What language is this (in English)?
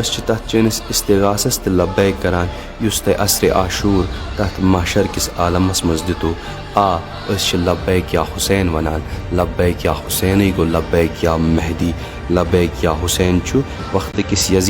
Kashmiri